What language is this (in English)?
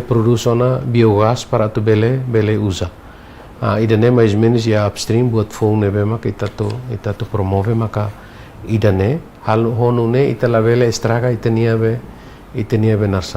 Tetum